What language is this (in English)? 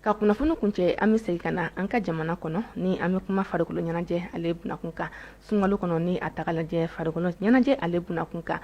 Bambara